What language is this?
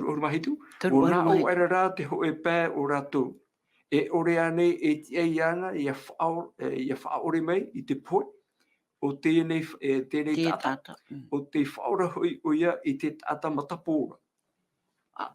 Tahitian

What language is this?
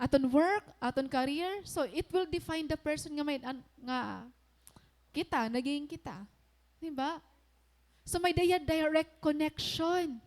Waray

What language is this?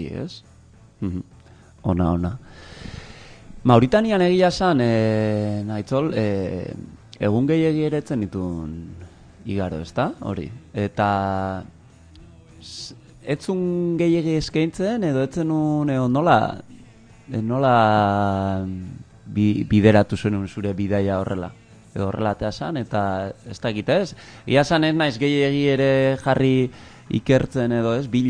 Basque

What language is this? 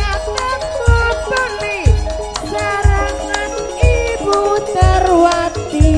Madurese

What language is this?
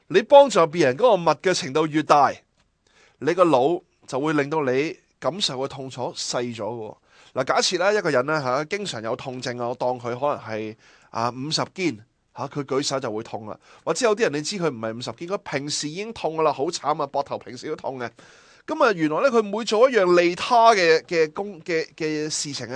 Cantonese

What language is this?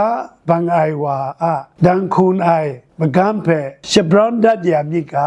Kachin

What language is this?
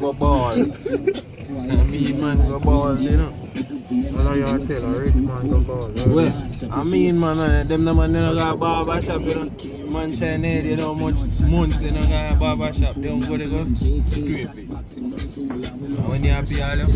Jamaican Creole English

